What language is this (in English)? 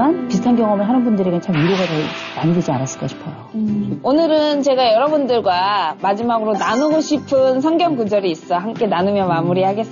Korean